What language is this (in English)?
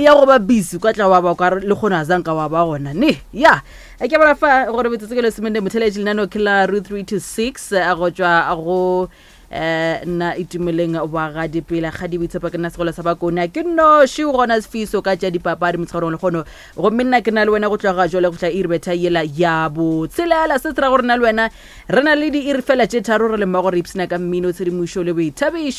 Northern Sotho